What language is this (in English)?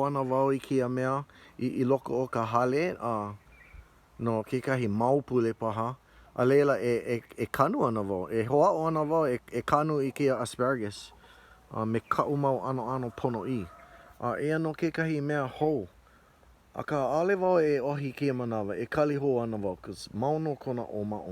Hawaiian